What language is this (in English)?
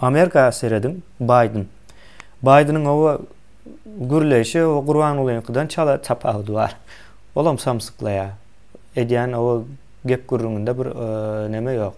Turkmen